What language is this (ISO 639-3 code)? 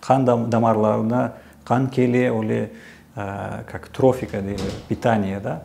crh